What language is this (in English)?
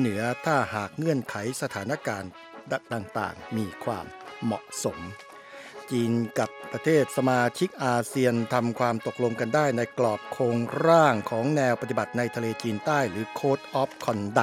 Thai